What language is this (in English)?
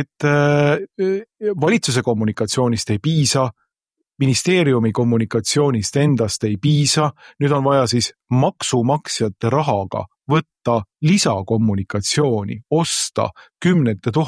Estonian